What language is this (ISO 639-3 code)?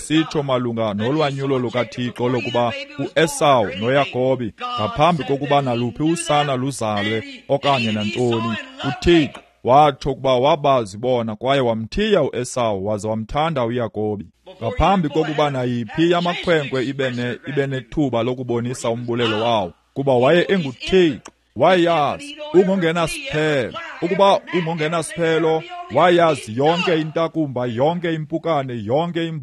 xho